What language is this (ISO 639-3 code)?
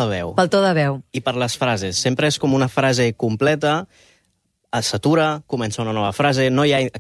cat